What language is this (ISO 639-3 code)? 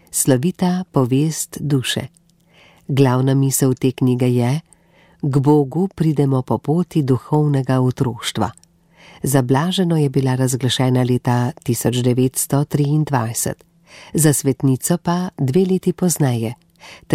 slv